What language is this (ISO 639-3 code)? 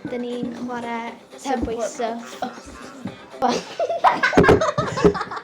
cym